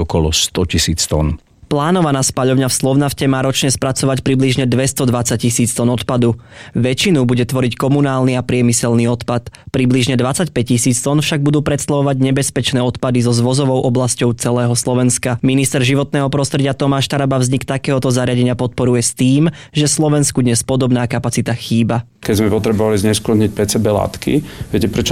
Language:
Slovak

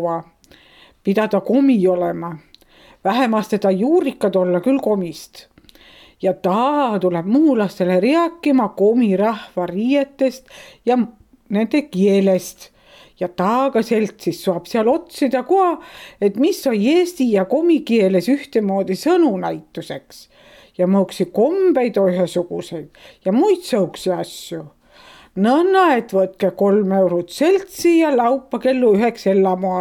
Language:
Estonian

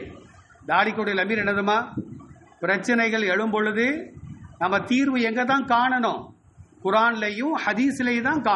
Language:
Tamil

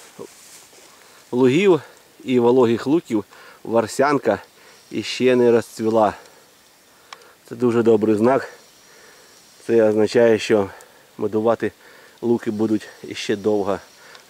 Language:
Ukrainian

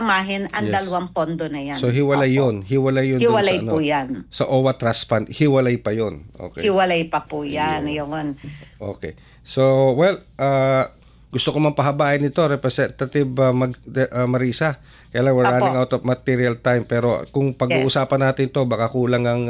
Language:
Filipino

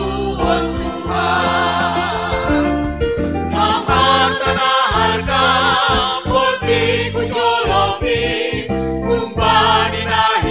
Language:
Batak Simalungun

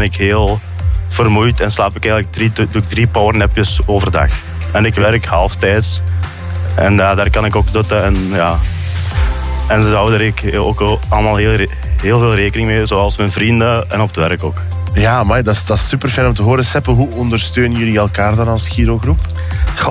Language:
Dutch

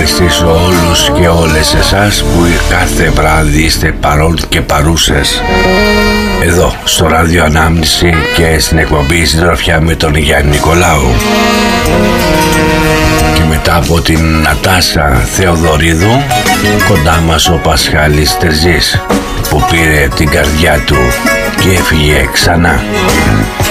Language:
Greek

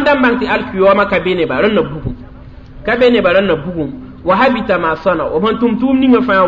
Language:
Mossi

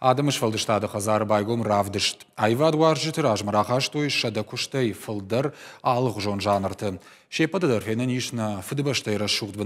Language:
Ossetic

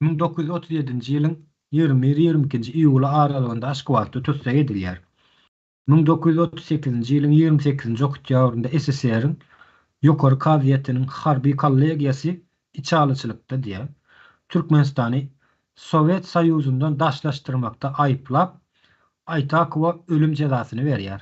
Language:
Turkmen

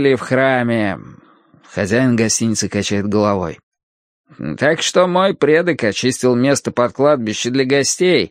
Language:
Russian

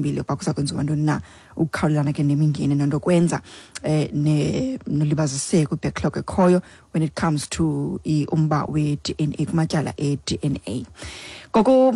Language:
Xhosa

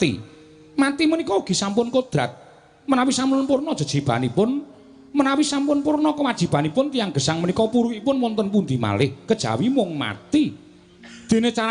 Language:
Javanese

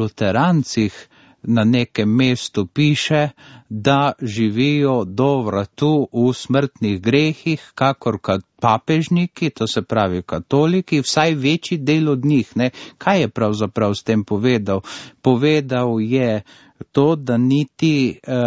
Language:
Slovenian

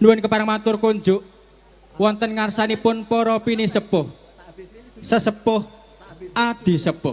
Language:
Javanese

